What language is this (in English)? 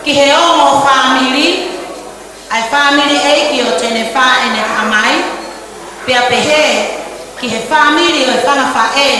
Tongan